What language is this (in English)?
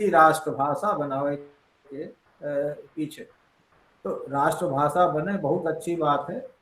Awadhi